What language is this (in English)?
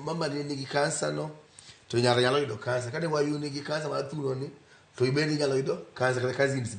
Luo (Kenya and Tanzania)